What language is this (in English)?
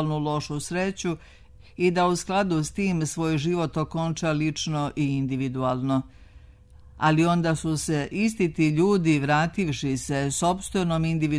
Serbian